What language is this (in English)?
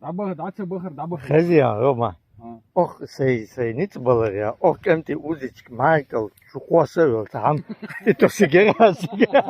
Chechen